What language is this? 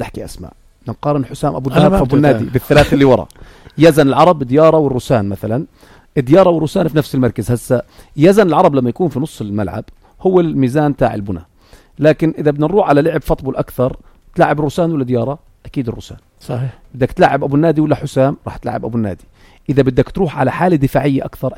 North Levantine Arabic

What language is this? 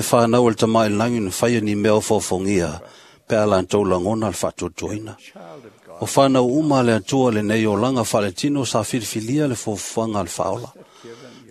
Samoan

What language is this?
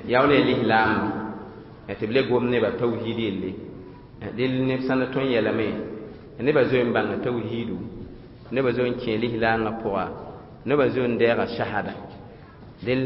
Mossi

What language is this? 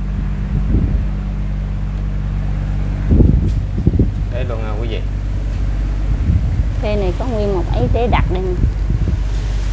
Vietnamese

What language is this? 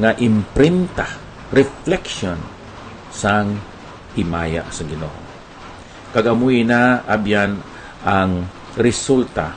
Hiligaynon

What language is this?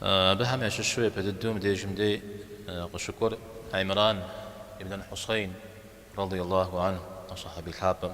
Kabardian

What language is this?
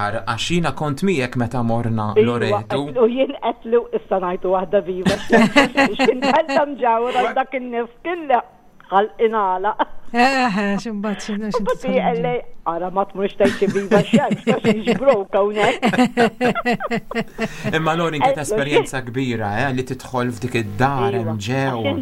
Maltese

